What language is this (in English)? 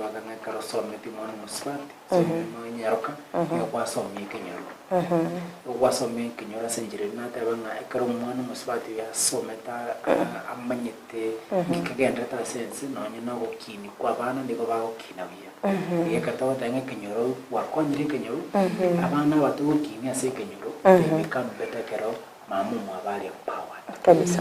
Gusii